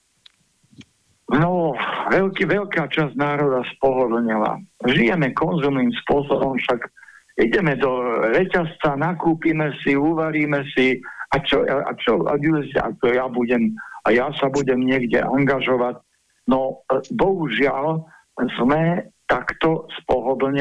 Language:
Slovak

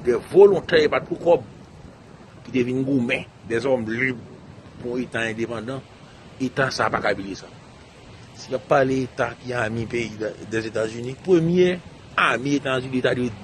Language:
Haitian Creole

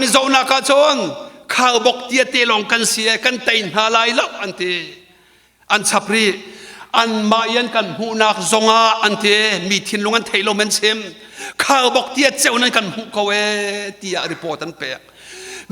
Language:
Hakha Chin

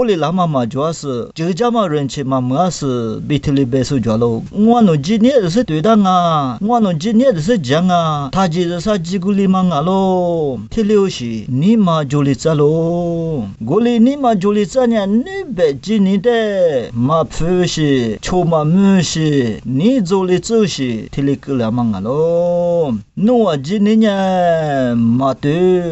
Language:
Lisu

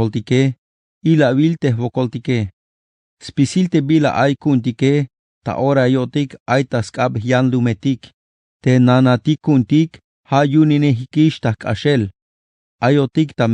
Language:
Tzeltal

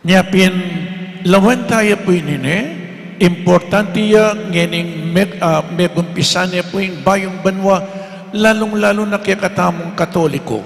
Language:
Pampanga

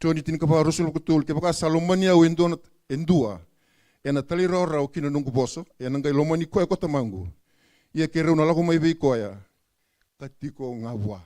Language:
Fijian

